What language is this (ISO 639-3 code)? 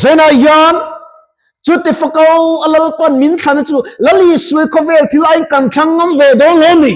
lus